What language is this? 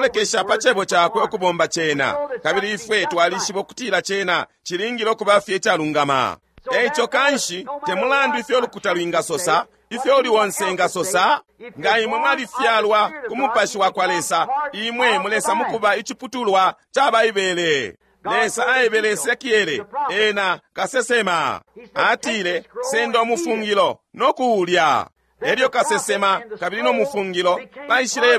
Bemba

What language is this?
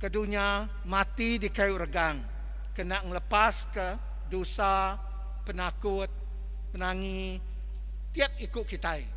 Iban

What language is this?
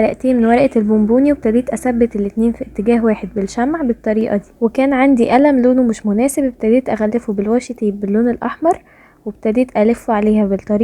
Egyptian Arabic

